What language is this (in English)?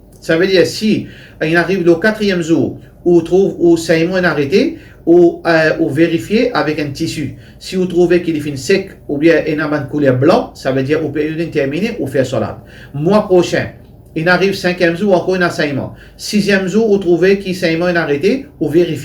Morisyen